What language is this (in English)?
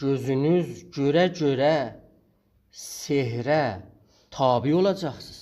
South Azerbaijani